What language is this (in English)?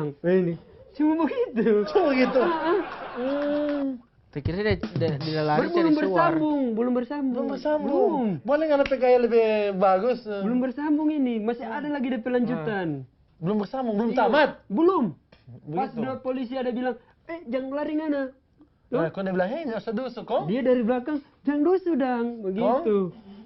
Manado Malay